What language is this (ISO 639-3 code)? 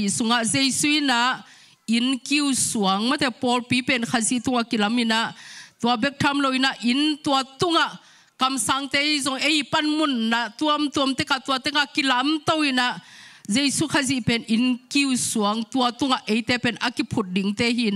ctd